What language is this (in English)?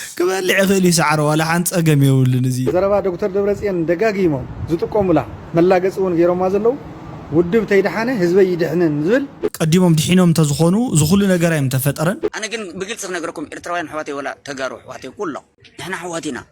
Tigrinya